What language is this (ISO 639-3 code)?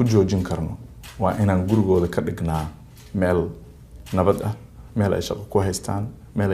som